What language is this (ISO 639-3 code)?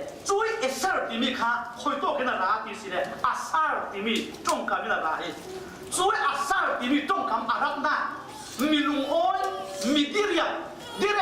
cfm